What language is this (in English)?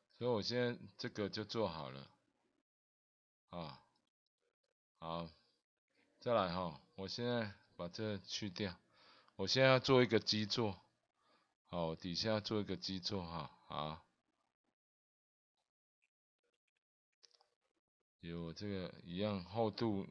Chinese